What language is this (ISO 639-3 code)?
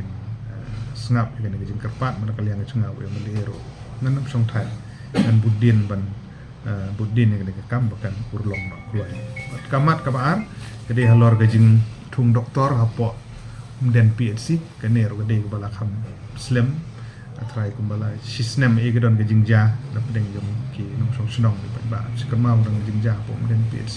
kha